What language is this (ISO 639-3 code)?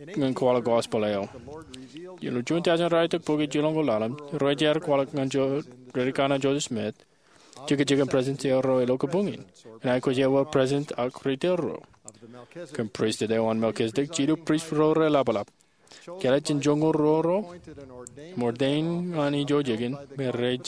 mah